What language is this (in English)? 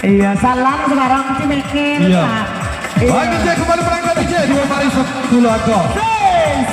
Minangkabau